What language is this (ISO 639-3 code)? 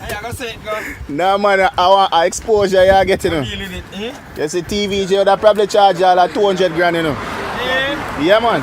jam